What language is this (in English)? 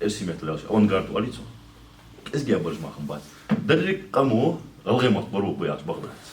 Ingush